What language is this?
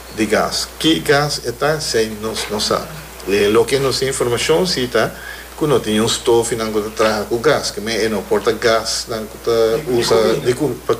Papiamento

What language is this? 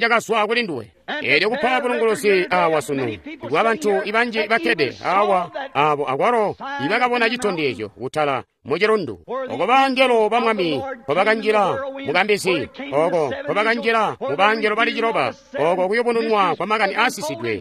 Tonga (Zambia)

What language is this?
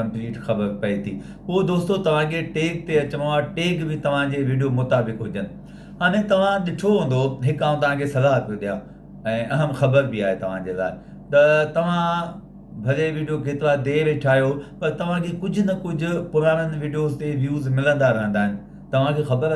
Sindhi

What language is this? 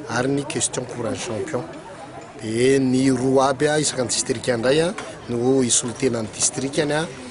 Malagasy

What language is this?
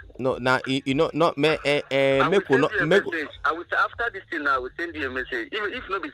Nigerian Pidgin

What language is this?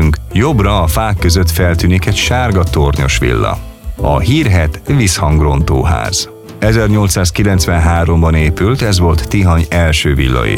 Hungarian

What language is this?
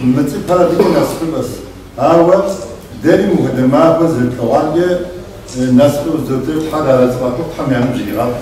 Kabardian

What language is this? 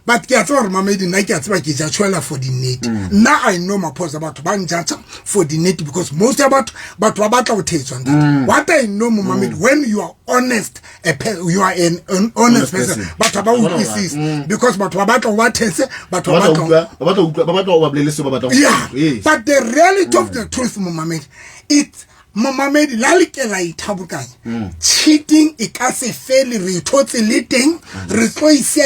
Southern Sotho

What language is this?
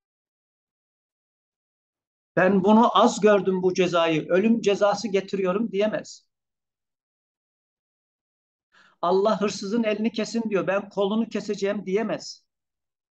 Turkish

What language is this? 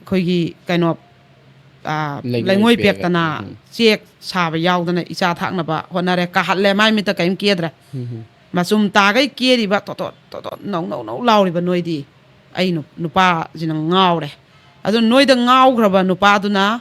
Manipuri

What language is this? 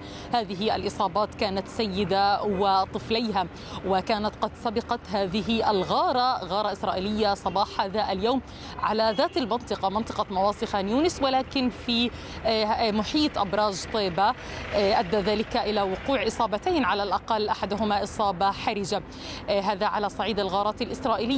Arabic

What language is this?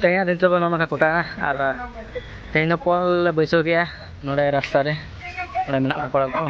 Santali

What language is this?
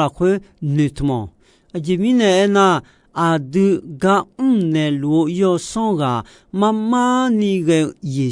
Akha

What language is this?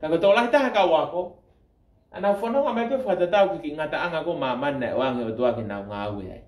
Tongan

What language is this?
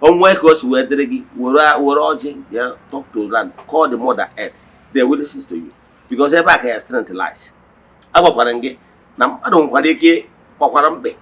Igbo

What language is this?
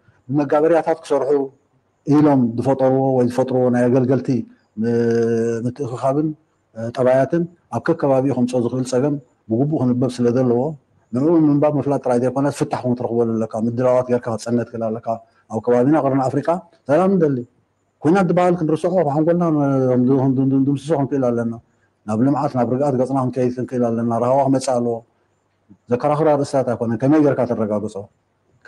Tigrinya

